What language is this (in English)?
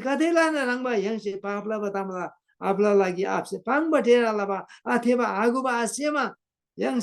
Eastern Tamang